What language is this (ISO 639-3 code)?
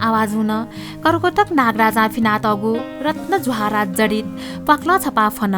new